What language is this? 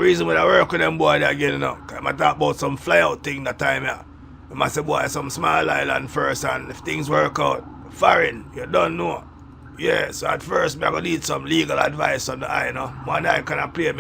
Jamaican Creole English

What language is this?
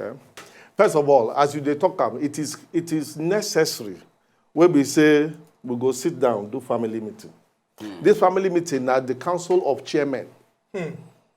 Nigerian Pidgin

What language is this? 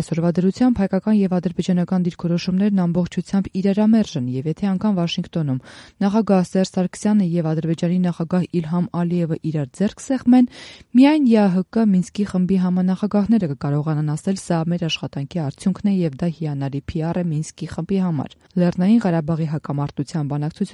Armenian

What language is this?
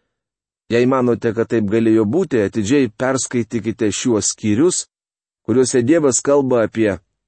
Lithuanian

